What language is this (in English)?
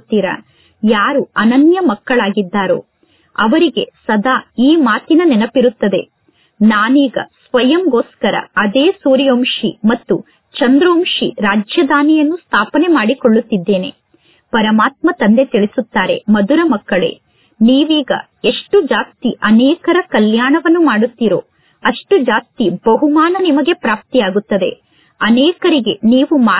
Kannada